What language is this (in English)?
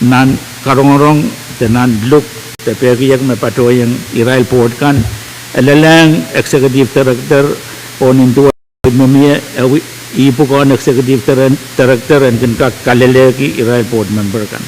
Pohnpeian